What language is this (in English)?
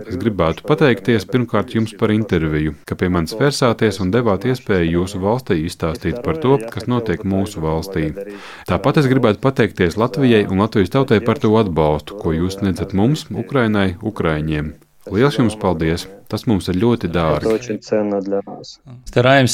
Latvian